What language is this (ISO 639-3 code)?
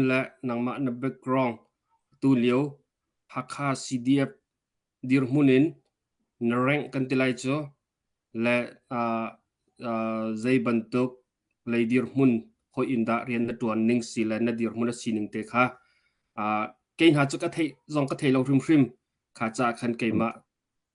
cnh